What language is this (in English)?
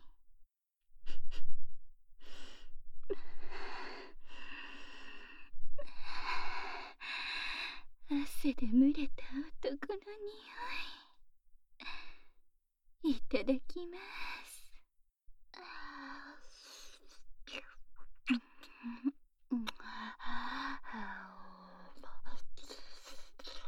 Japanese